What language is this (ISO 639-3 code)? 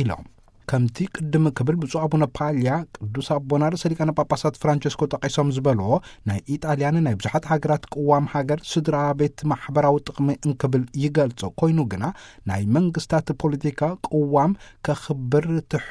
tir